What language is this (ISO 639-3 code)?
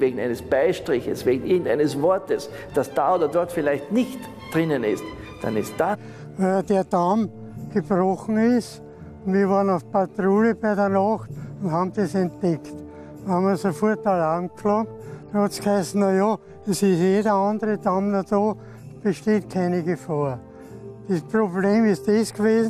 deu